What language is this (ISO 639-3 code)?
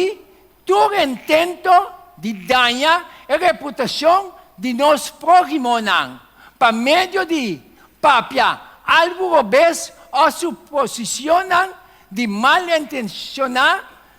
pap